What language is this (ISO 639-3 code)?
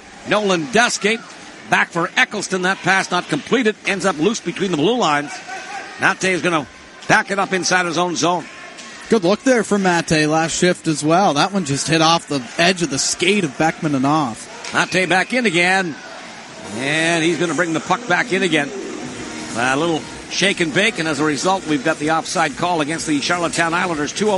eng